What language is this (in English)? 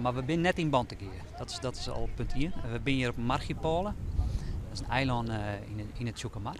Western Frisian